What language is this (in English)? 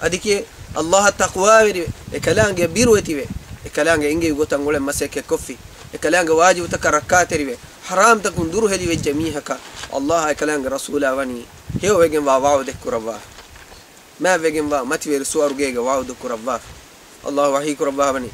Divehi